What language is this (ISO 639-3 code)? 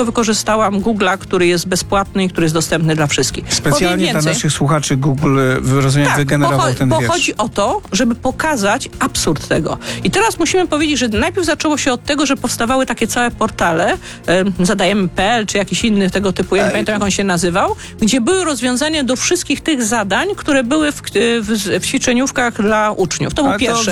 pol